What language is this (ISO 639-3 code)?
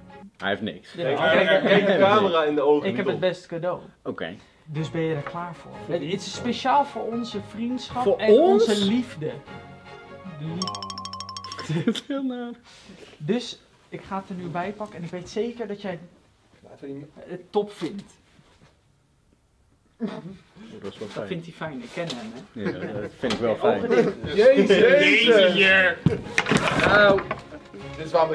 nld